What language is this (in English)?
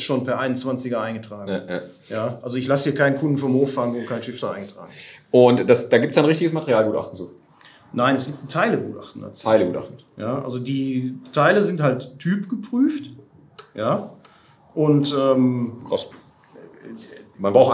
German